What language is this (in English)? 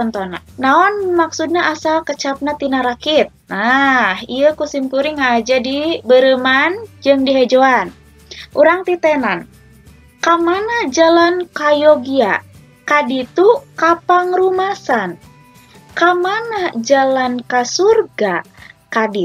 Sundanese